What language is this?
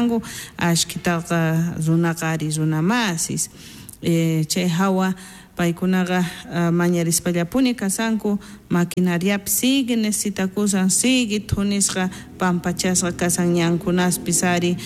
South Bolivian Quechua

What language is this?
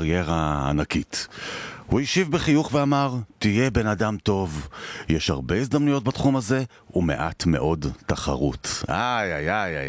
Hebrew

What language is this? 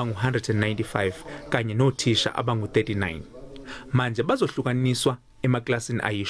Zulu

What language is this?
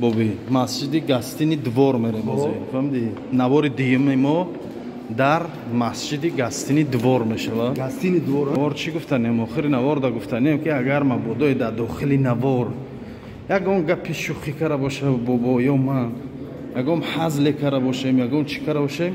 Tajik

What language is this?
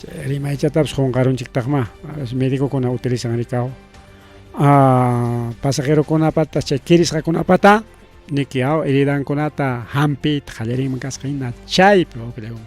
Ayacucho Quechua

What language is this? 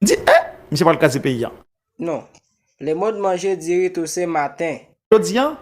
Haitian Creole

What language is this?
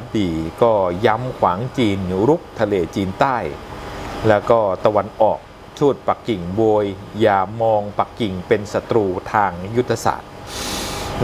Thai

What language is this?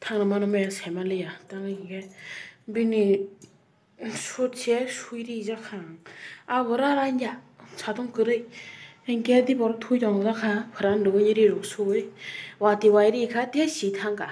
Kok Borok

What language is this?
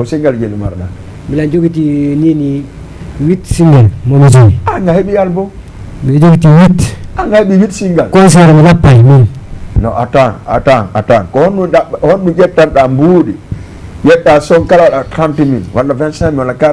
Fula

